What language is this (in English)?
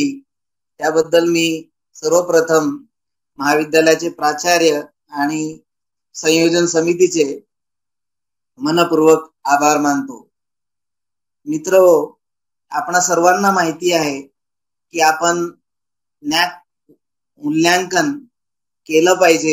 Marathi